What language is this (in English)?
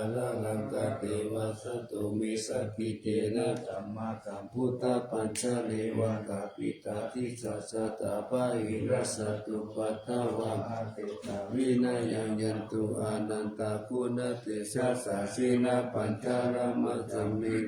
Pali